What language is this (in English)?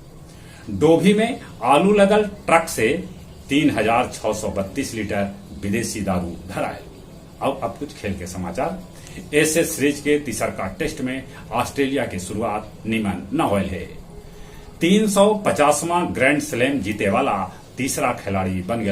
Magahi